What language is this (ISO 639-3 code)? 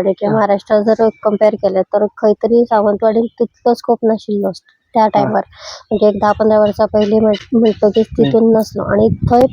kok